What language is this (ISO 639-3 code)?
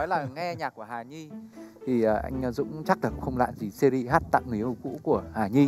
vie